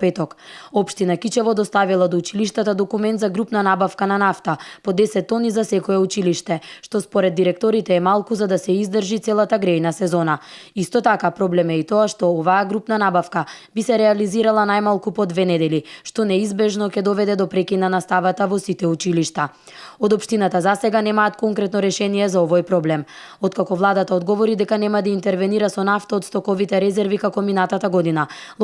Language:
Macedonian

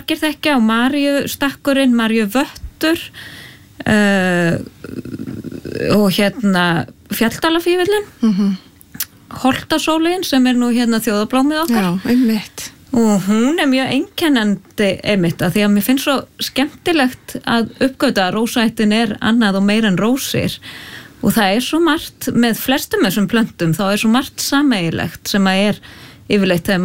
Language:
Icelandic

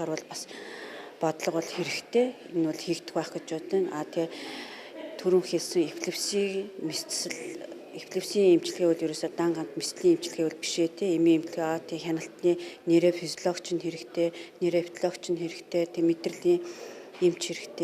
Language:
Mongolian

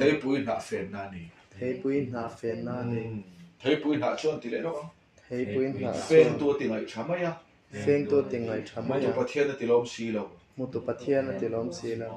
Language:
Mizo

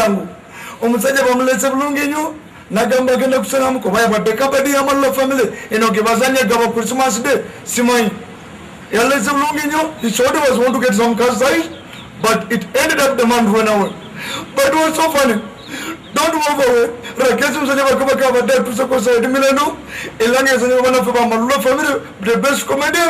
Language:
Ganda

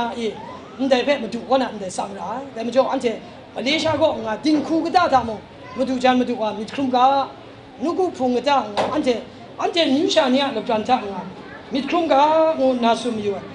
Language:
Kachin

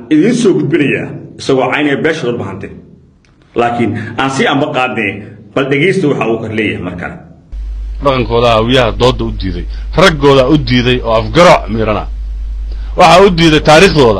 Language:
Somali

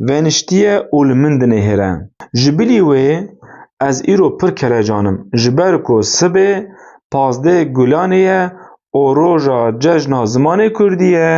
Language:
Kurdish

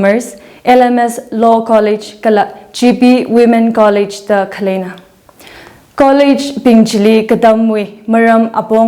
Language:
Tangkhul Naga (India)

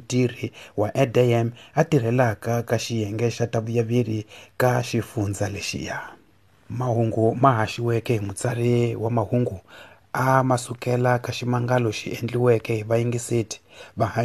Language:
Tsonga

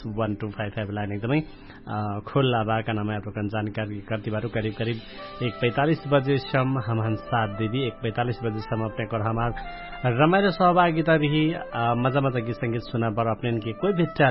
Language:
Bhojpuri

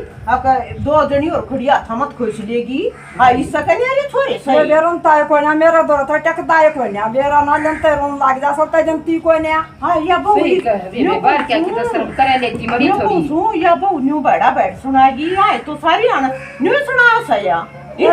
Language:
Haryanvi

